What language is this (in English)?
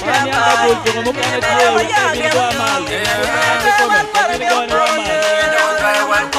Acoli